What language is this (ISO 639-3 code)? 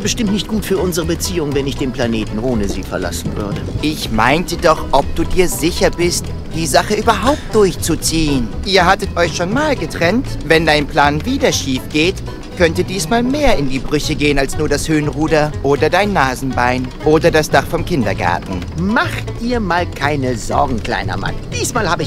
deu